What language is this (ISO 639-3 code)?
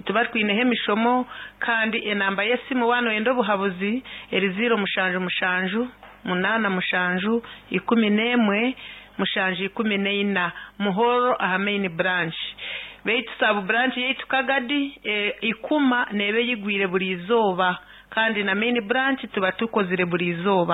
nyn